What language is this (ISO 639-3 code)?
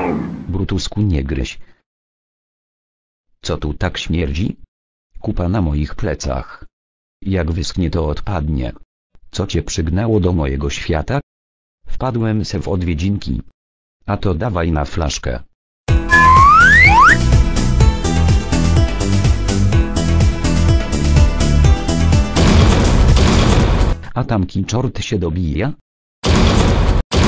pol